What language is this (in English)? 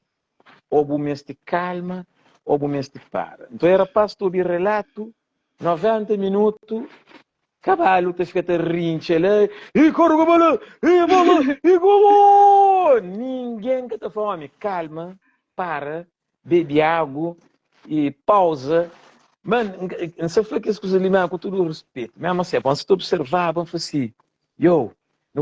Kabuverdianu